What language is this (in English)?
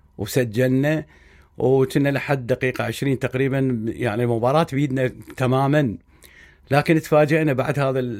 Mesopotamian Arabic